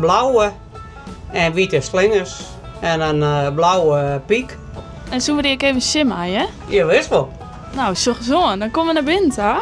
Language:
Western Frisian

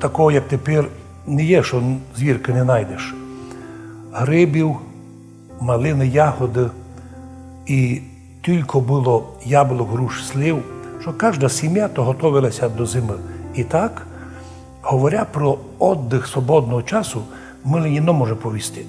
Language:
Rusyn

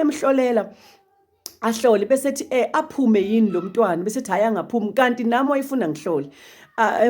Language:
Zulu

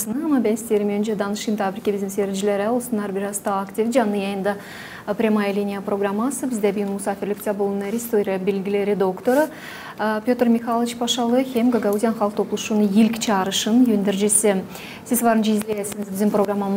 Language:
Gagauz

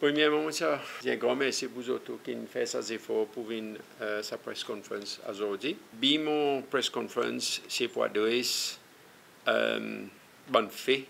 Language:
Seselwa Creole French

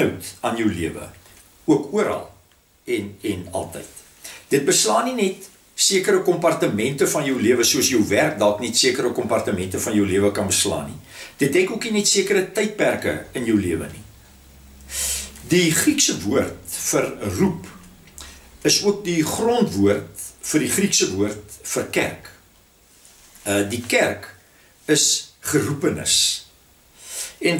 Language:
Afrikaans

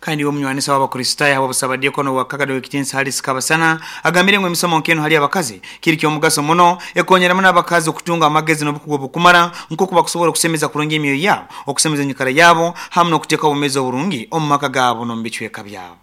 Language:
Nyoro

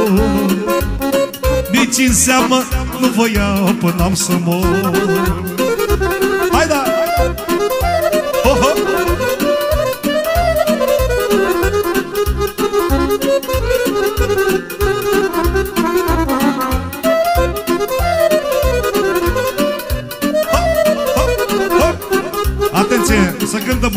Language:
Romanian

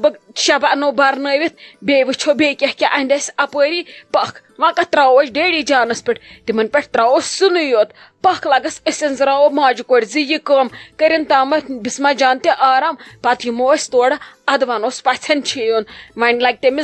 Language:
Kashmiri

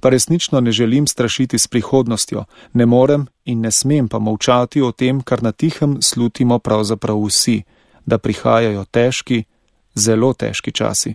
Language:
Slovenian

